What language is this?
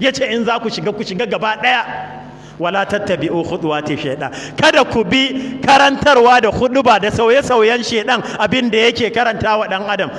Hausa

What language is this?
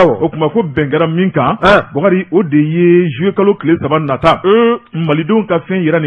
Bambara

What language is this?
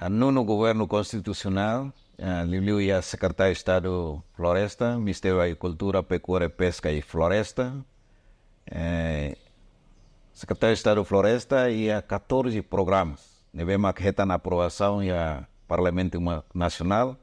Tetum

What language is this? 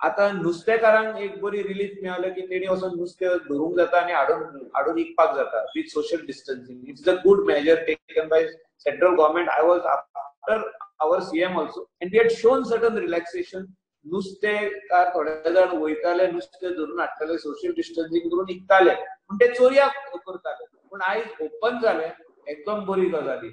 Konkani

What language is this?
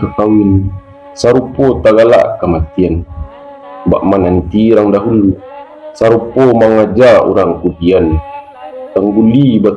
Minangkabau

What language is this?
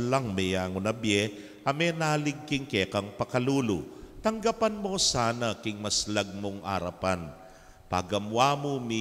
Pampanga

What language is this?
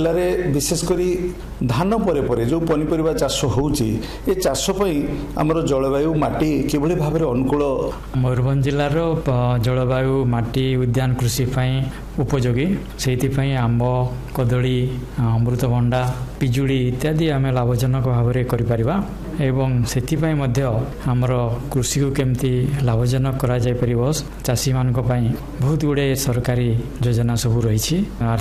Odia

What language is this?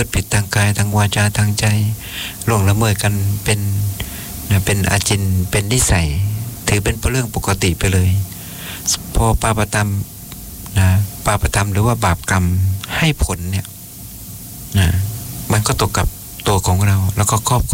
Thai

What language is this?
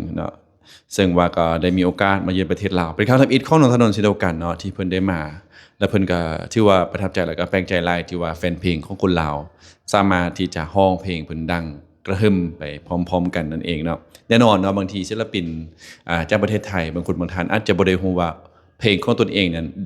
Lao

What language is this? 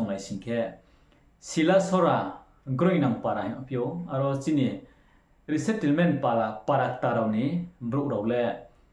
Riang (India)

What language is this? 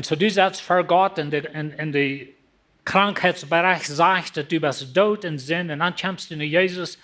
Plautdietsch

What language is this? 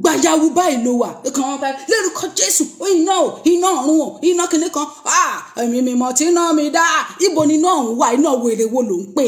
Yoruba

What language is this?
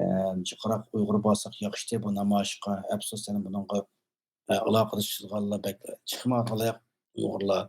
Uyghur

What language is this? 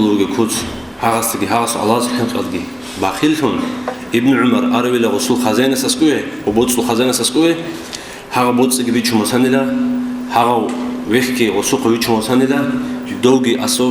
Avaric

